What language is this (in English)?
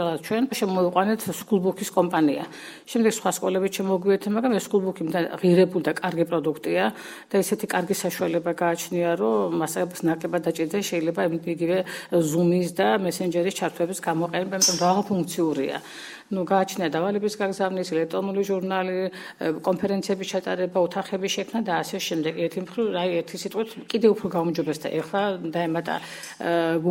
Georgian